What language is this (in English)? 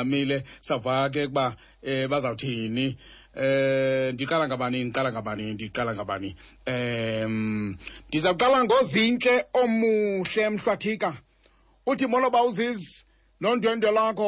Xhosa